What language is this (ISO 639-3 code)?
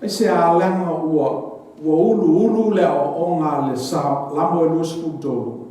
smo